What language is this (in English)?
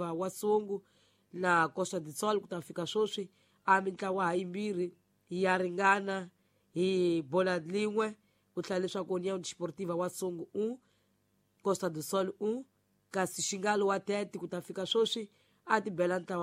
Tsonga